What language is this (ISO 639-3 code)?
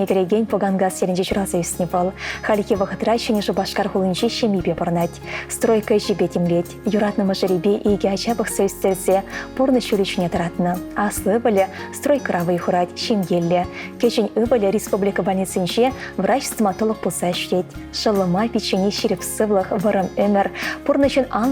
chv